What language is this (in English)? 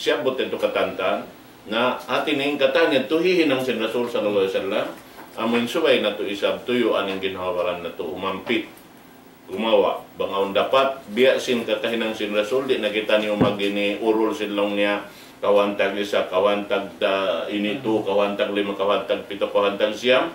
Tausug